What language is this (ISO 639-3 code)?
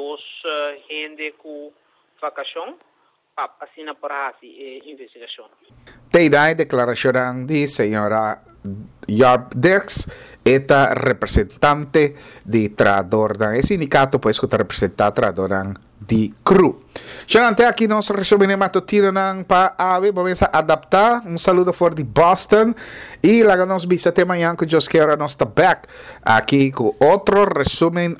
pap